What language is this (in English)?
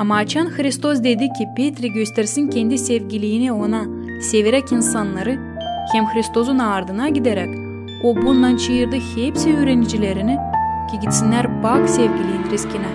Gagauz